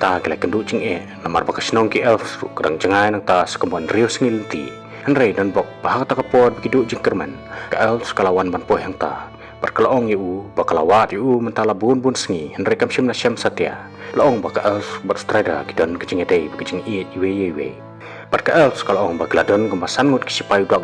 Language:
Khasi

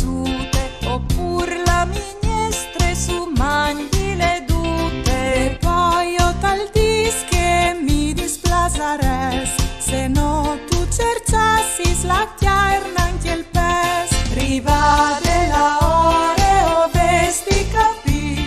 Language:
Friulian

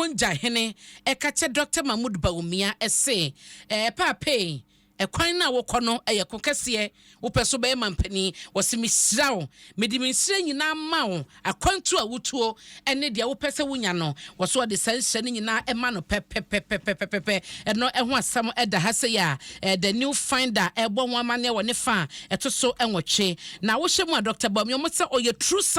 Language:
Akan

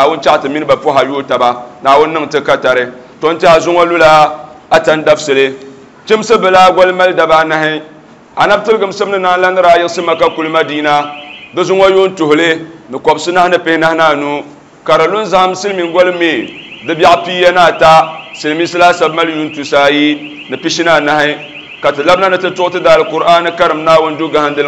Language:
Dagbani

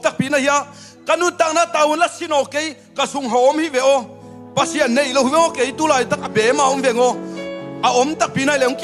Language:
Tedim Chin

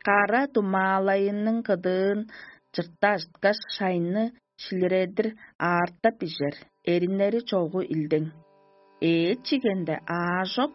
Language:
Tuvinian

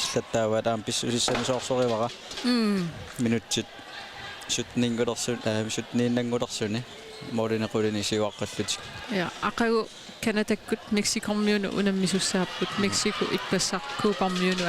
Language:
Kalaallisut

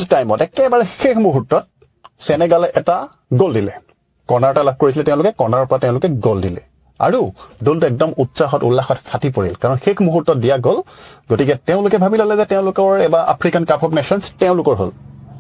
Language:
Assamese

